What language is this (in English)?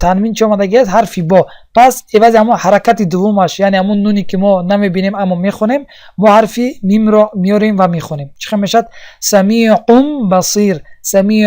Tajik